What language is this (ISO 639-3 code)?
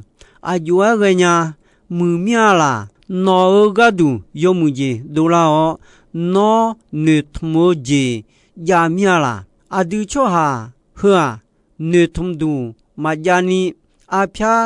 ahk